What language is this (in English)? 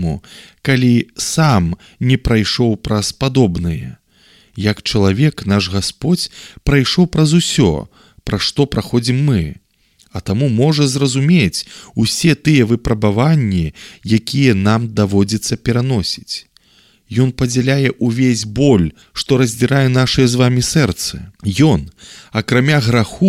Belarusian